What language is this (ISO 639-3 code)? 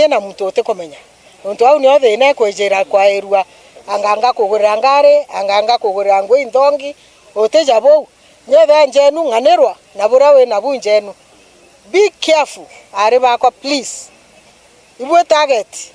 mer